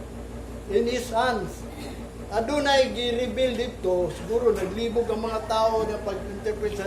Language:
Cebuano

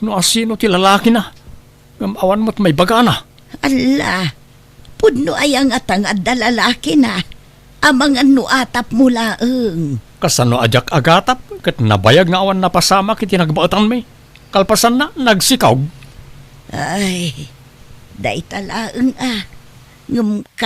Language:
Iloko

